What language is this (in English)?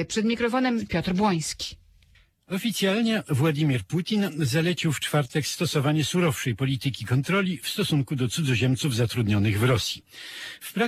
Polish